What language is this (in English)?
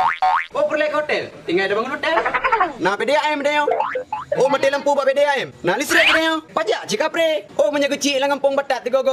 Achinese